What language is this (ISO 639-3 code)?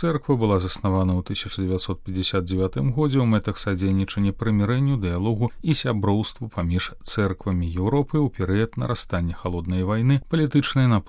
bel